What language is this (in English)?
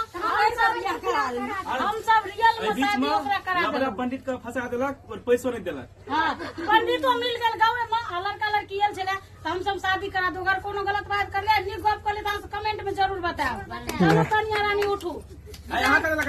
Maithili